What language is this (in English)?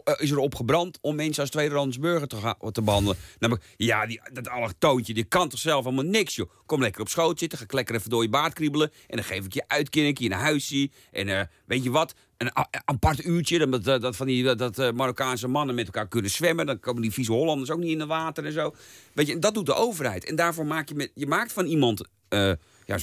Dutch